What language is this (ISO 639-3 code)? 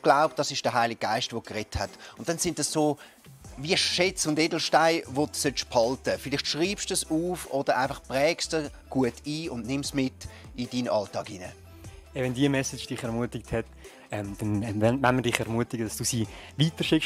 gsw